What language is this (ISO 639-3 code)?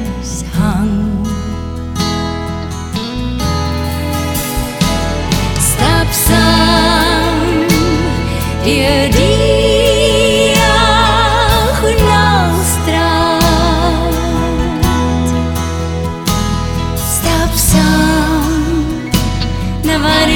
afr